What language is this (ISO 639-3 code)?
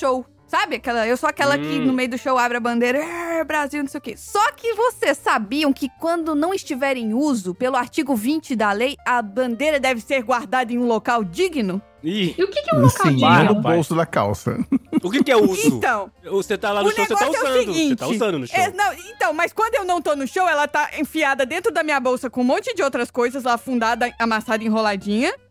por